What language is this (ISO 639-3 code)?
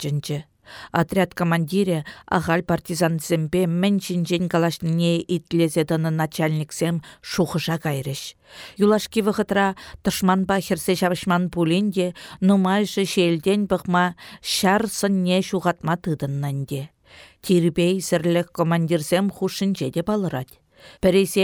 chv